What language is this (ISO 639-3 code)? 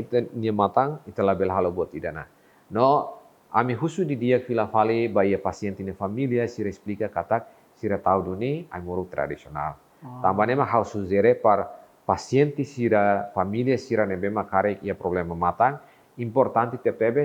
tet